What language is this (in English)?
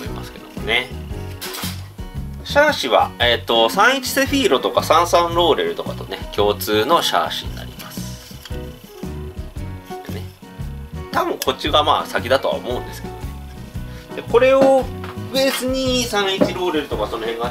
Japanese